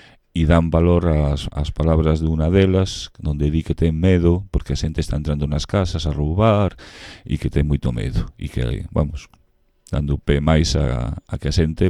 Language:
Galician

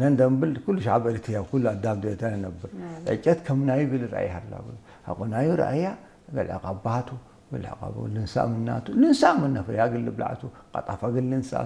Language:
Tigre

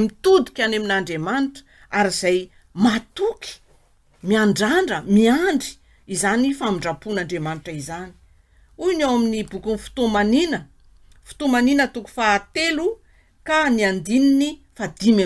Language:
Malagasy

